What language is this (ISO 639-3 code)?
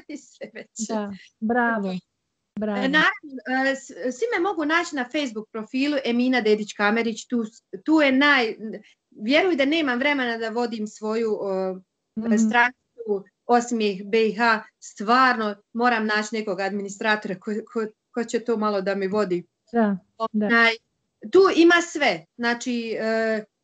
bos